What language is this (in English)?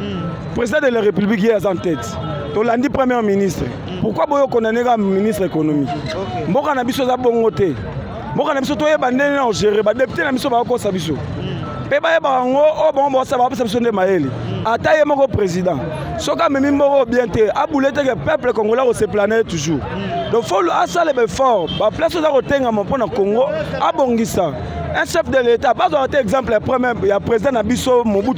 Lingala